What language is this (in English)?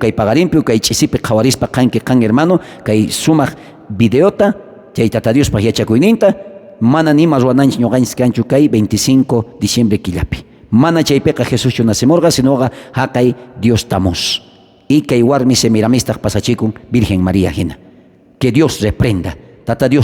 South Bolivian Quechua